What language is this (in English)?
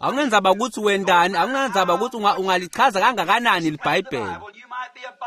Swati